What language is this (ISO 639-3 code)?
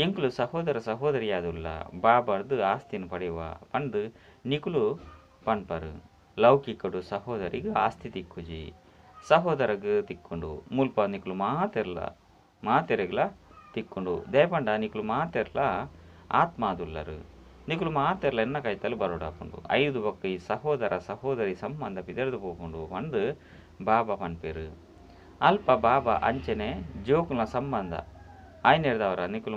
tcy